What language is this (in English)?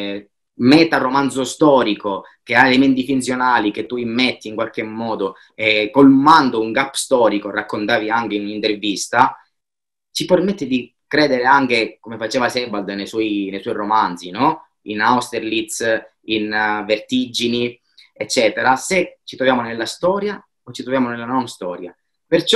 Italian